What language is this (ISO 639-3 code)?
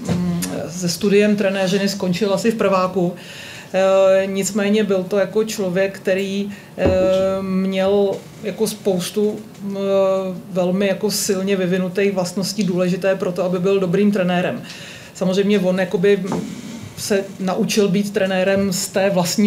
ces